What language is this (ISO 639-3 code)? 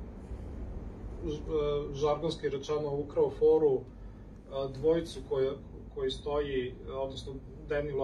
srp